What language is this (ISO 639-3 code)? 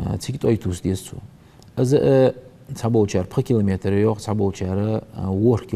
inh